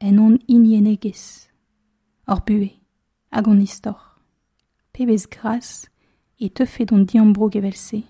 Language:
Breton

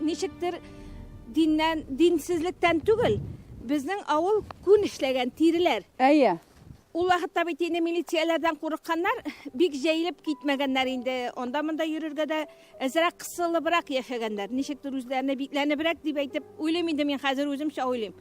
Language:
Tatar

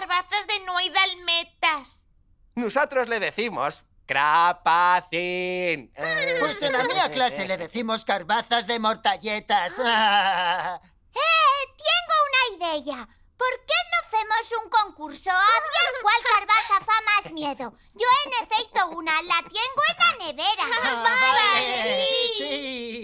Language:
Aragonese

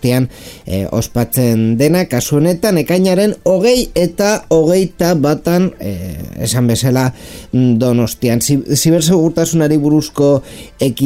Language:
Basque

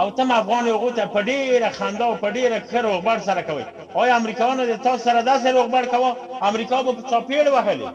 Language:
Pashto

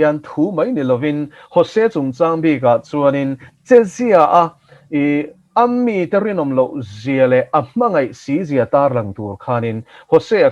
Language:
Mizo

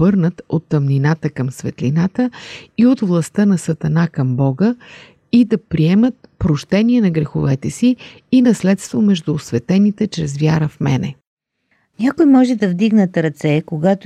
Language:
Bulgarian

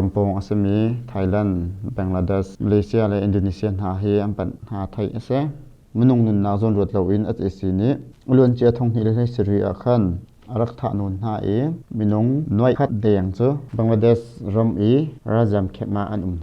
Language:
Hakha Chin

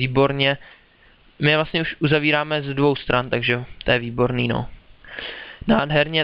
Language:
Czech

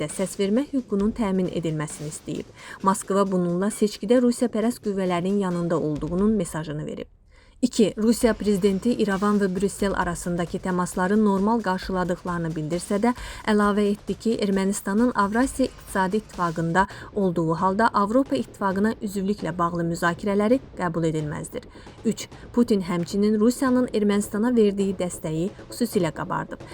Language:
Azerbaijani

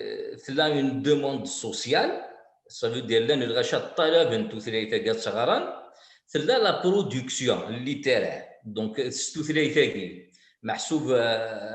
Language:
Kabyle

